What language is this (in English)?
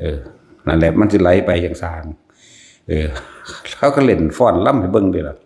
Northeastern Thai